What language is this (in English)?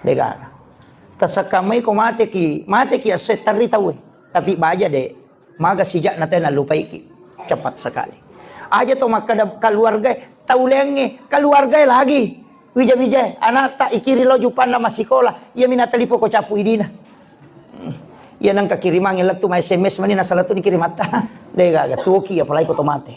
Buginese